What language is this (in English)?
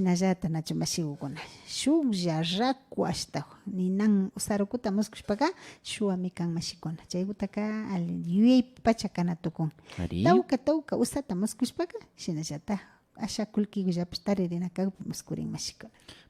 Imbabura Highland Quichua